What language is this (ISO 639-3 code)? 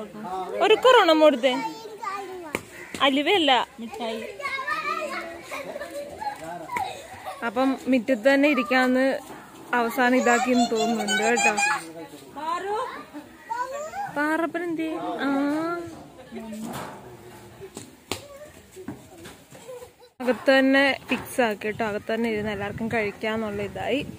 mal